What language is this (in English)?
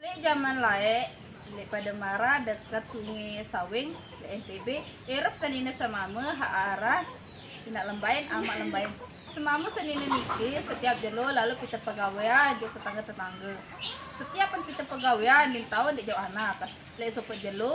Sasak